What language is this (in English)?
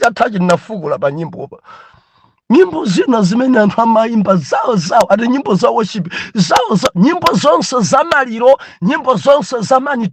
Nyanja